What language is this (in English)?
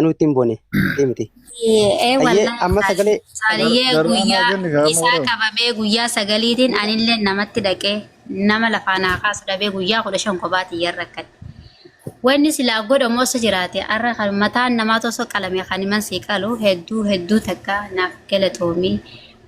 Oromo